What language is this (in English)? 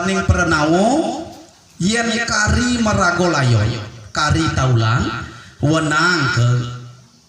Balinese